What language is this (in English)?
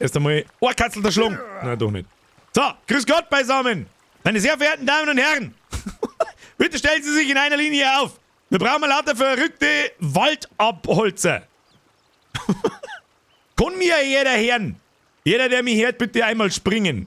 Bavarian